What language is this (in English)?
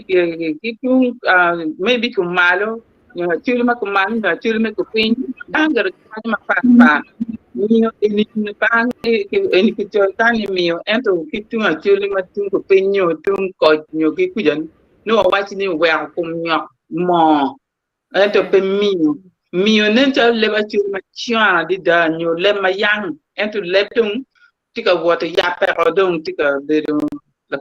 Acoli